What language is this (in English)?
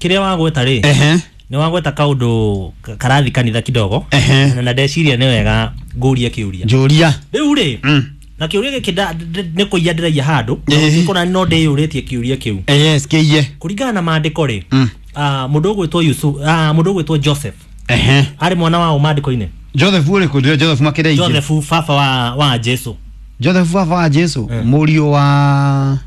Kikuyu